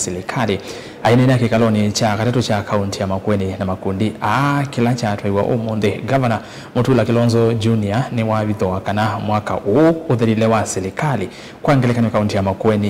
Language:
Kamba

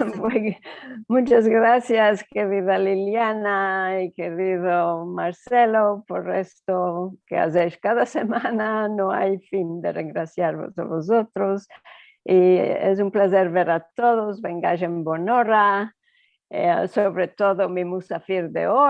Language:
Ladino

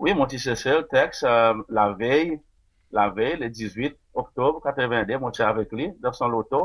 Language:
Seselwa Creole French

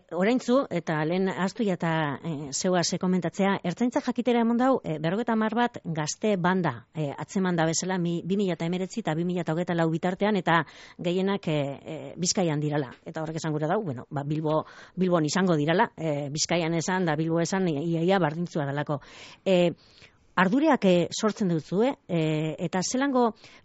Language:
Basque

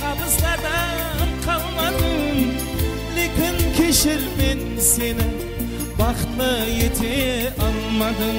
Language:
Kara-Kalpak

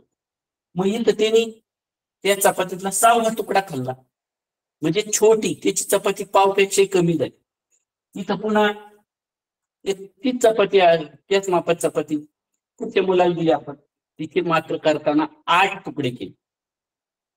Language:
Marathi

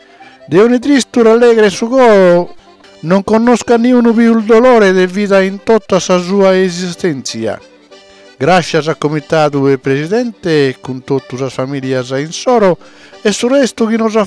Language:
Sardinian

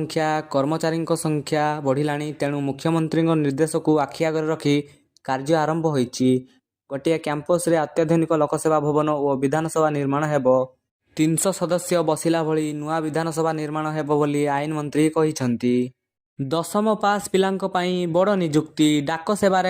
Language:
Odia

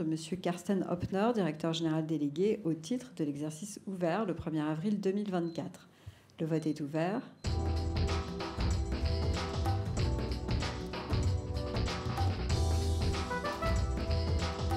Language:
French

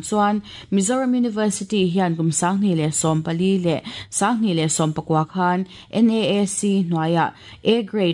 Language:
Mizo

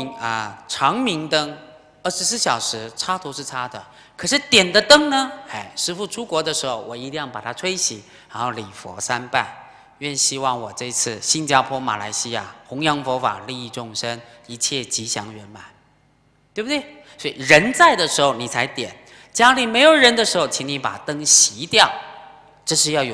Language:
Chinese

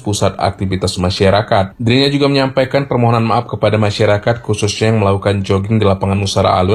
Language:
Indonesian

